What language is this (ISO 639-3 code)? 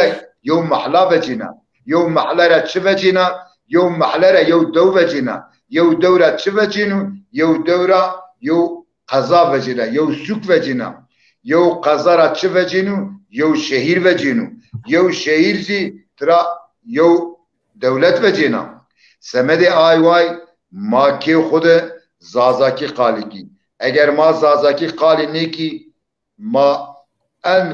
zza